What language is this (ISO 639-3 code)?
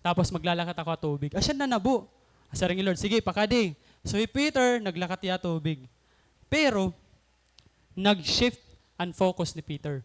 war